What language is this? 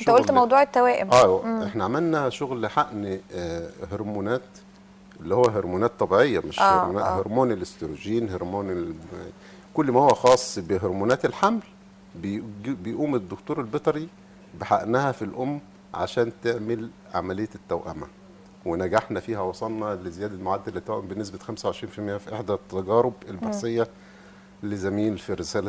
Egyptian Arabic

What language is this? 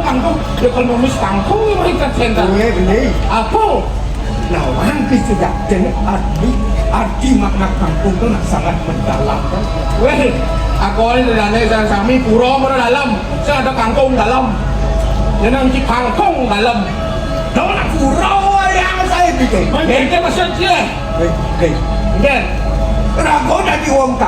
Balinese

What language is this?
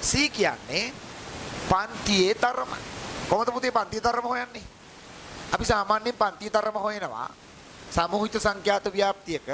Sinhala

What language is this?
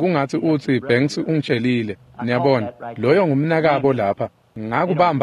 Swati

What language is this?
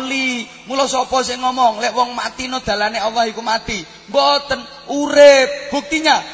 Javanese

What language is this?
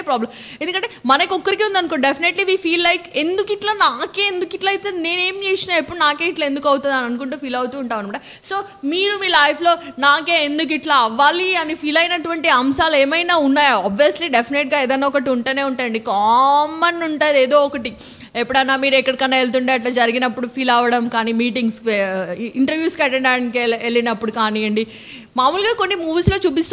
Telugu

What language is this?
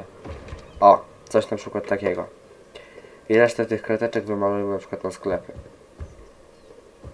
Polish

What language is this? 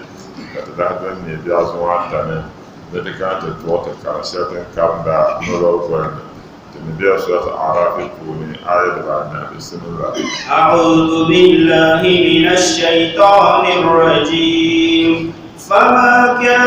Dagbani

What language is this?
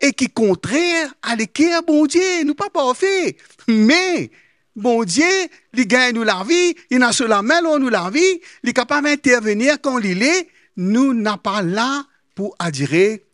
Morisyen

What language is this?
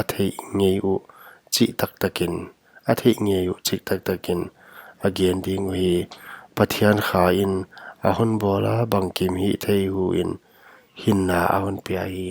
Paite Chin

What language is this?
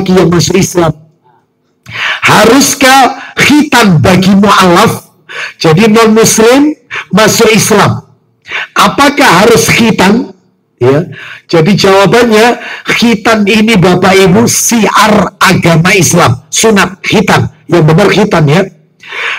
Indonesian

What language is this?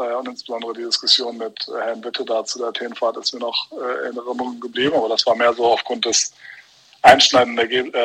German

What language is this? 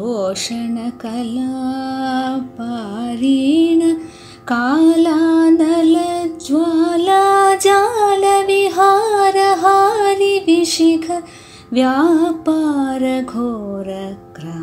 Sanskrit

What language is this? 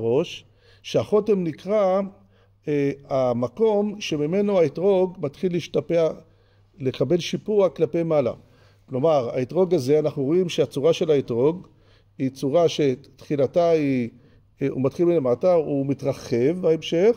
Hebrew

